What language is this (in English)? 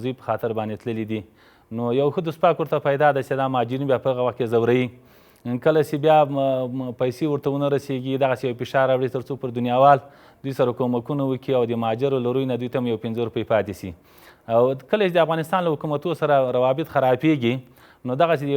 Pashto